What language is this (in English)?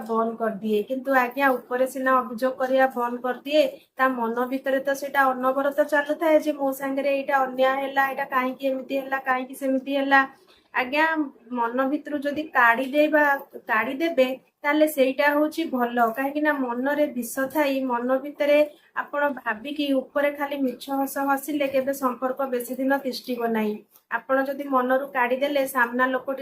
Odia